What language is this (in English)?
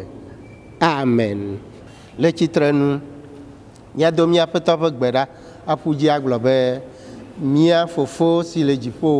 Ewe